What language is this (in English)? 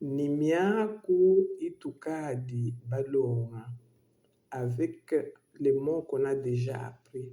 Luba-Lulua